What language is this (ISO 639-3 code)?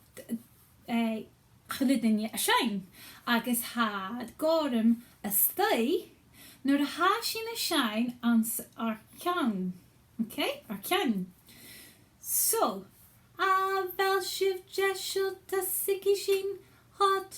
gla